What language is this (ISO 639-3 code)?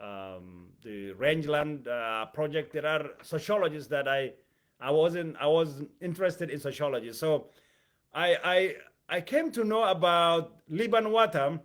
eng